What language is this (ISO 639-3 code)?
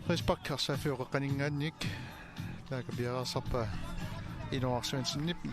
kal